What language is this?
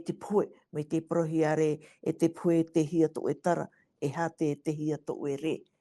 Tahitian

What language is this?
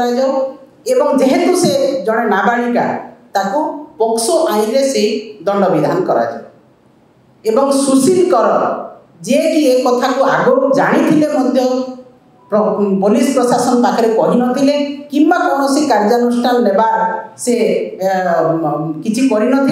Odia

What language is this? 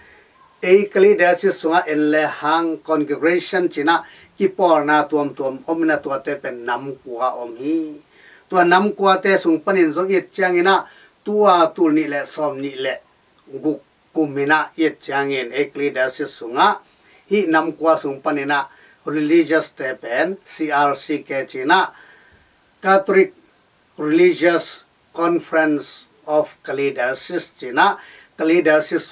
Tedim Chin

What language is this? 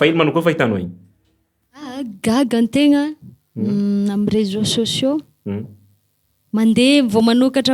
Malagasy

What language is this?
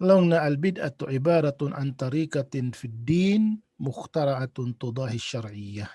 Tausug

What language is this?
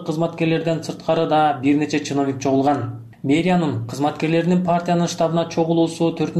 Kyrgyz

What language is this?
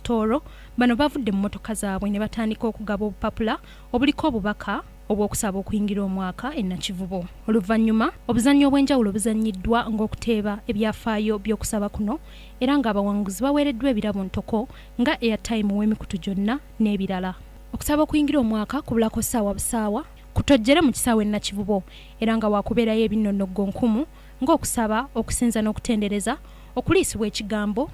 Ganda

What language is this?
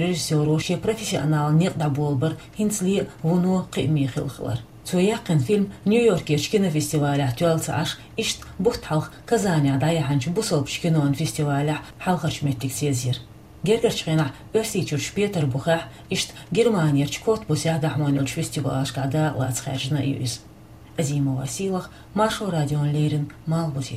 Chechen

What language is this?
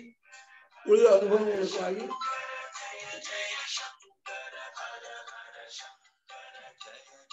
Kannada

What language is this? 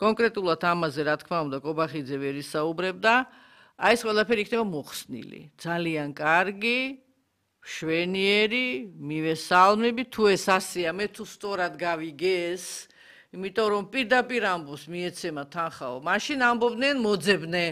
Georgian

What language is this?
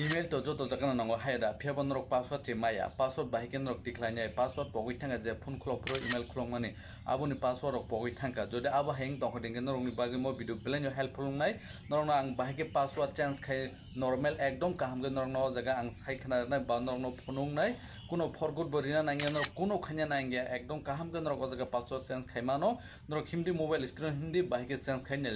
Kok Borok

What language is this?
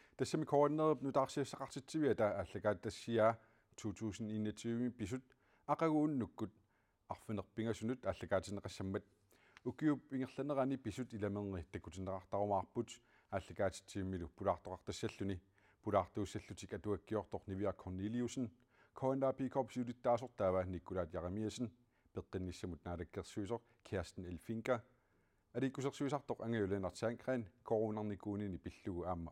Kalaallisut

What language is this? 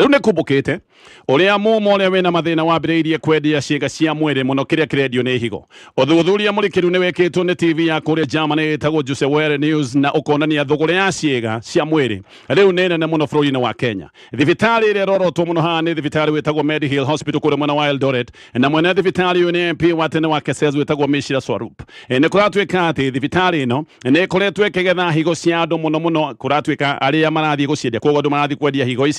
Kikuyu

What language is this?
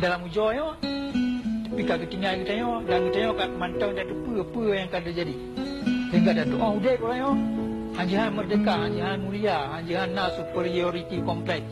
Achinese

